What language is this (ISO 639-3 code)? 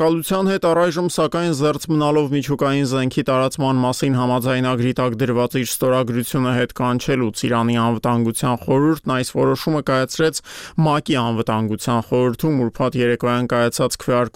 hye